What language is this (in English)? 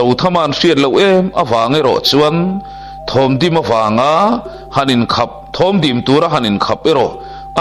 Mizo